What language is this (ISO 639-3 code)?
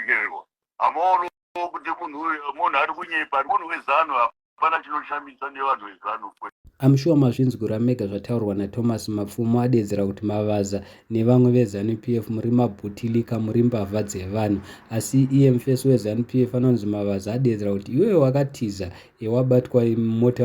sna